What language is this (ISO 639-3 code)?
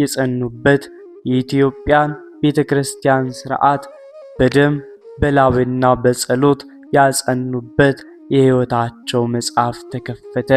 amh